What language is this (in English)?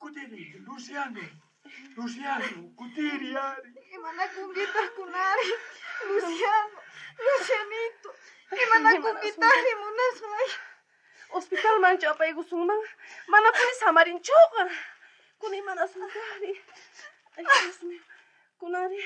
South Bolivian Quechua